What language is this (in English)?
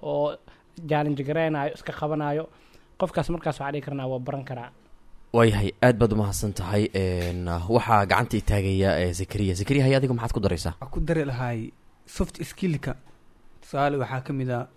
Somali